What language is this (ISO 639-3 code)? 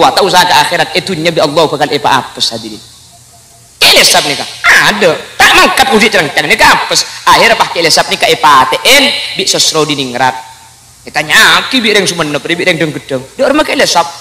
mad